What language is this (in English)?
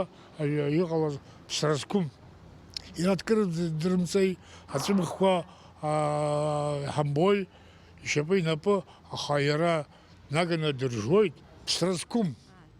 Abkhazian